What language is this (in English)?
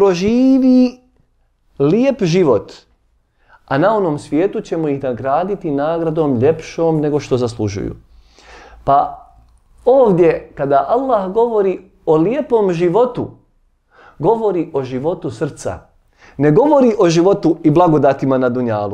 Bosnian